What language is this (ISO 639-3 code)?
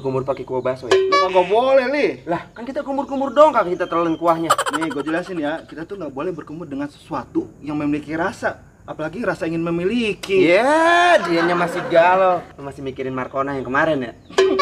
bew